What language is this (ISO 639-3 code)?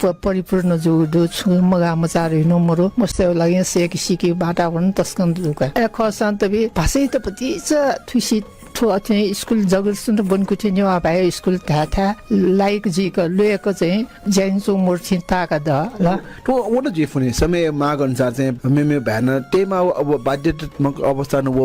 new